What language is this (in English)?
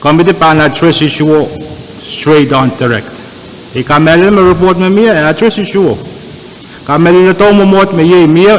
Pohnpeian